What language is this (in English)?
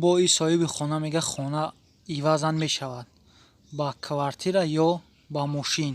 Tajik